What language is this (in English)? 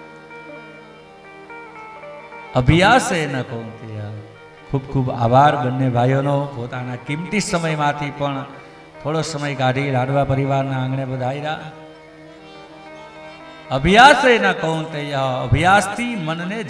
Gujarati